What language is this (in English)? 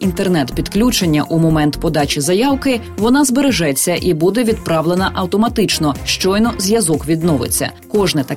Ukrainian